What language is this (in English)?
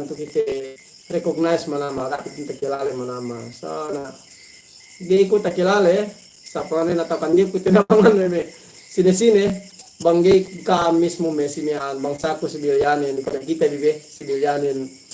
Yakan